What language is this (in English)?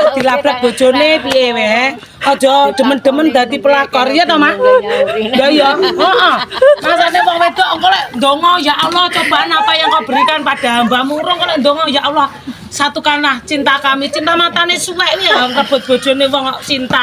Javanese